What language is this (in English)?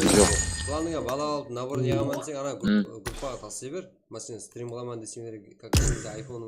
Kara-Kalpak